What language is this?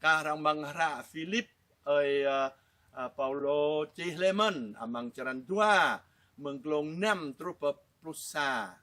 Jarai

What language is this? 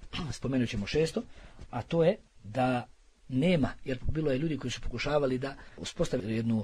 Bosnian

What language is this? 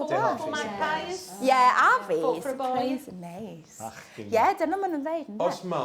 Welsh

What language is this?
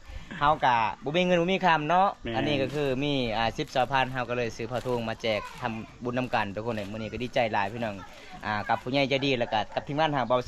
Lao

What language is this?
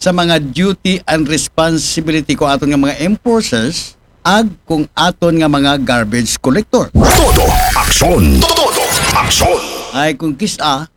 Aklanon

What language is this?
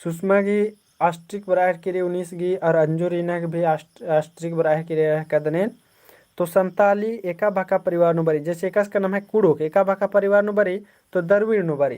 Kurukh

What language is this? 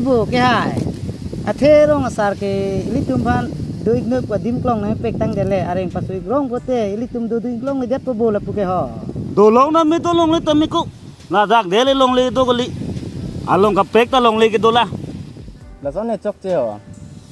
Karbi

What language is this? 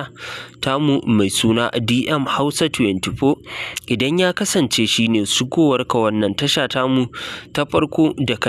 Hausa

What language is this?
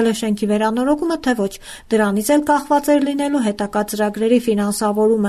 Armenian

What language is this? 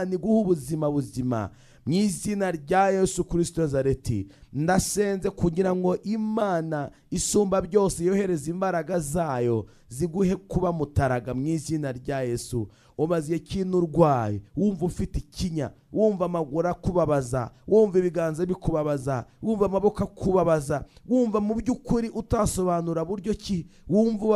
Kinyarwanda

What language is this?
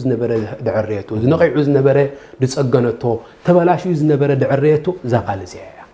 Tigrinya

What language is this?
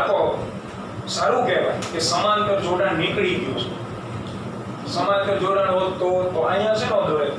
Gujarati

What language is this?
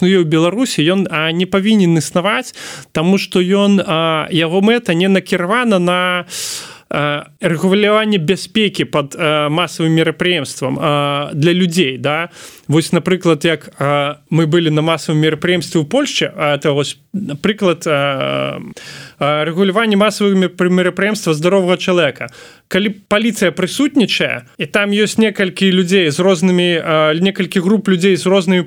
Belarusian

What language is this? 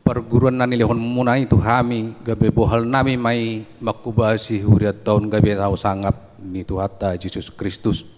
Batak Toba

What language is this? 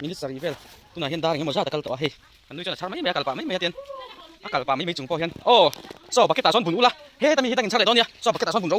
Mizo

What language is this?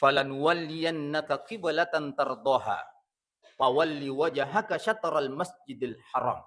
Buginese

